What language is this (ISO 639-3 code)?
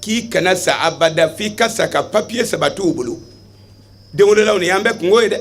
bam